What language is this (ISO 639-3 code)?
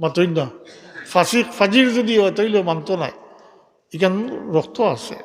syl